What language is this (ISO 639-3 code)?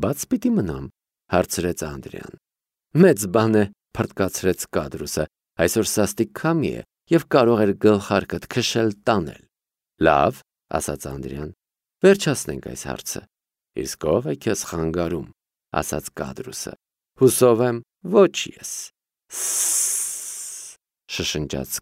hye